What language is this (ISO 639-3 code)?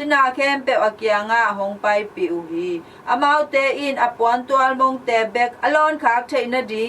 ctd